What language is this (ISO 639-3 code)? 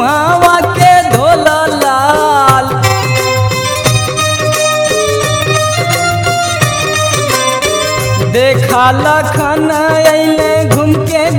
bho